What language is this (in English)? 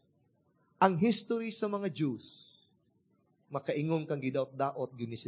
Cebuano